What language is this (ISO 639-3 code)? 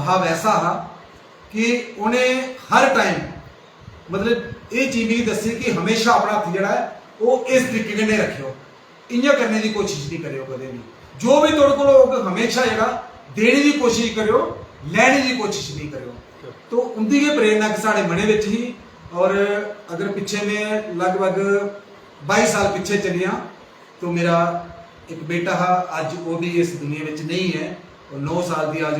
doi